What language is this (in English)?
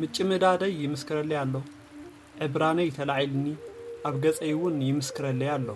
Tigrinya